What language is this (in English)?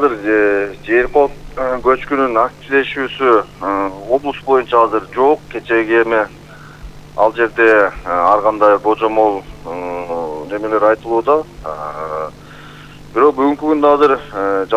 Kyrgyz